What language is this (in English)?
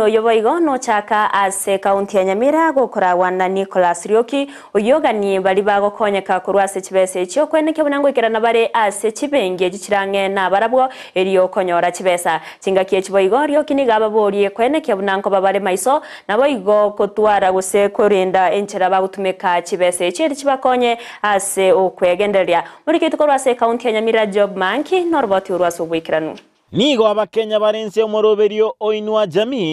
Gusii